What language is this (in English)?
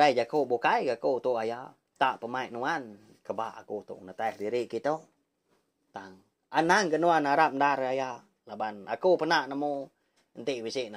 Iban